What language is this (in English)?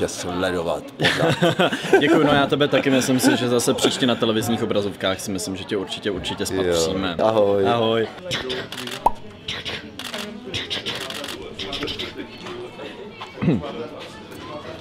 Czech